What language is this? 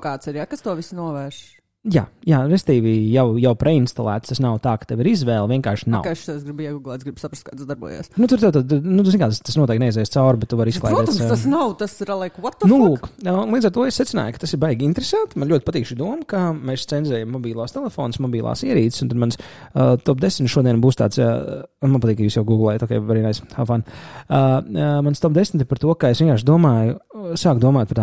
Latvian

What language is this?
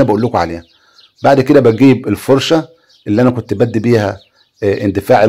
Egyptian Arabic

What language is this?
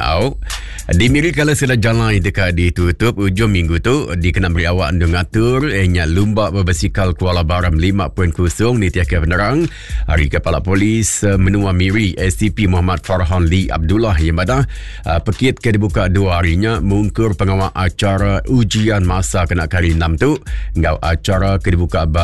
Iban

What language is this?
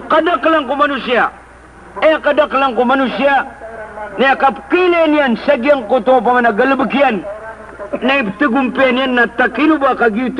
Maranao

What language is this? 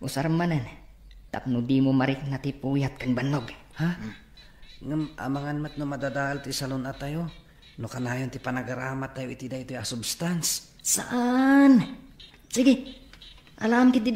Iloko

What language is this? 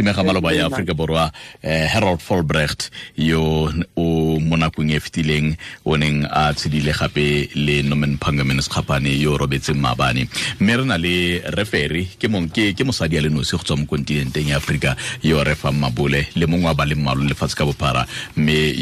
Tswana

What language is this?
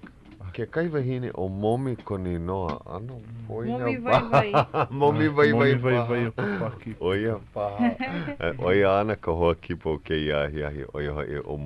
Hawaiian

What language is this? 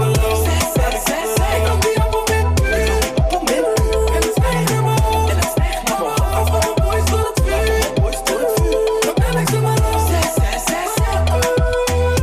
Dutch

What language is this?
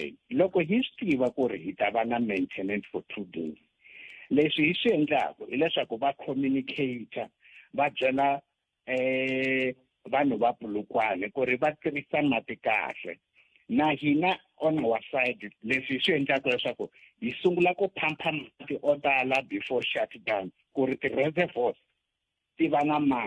Tsonga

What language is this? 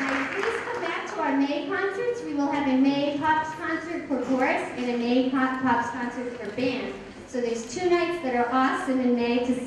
English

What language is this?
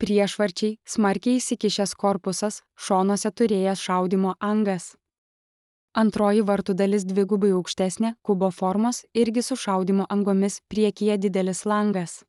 Lithuanian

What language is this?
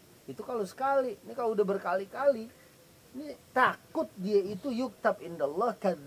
Betawi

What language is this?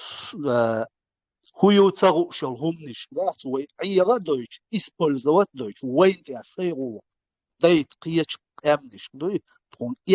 Chechen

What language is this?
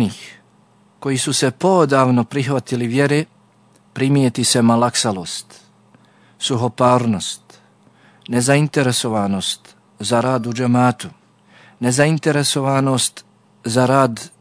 Bosnian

